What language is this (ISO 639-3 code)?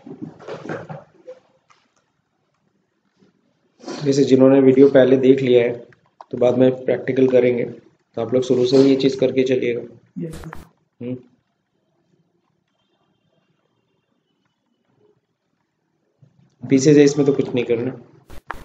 hin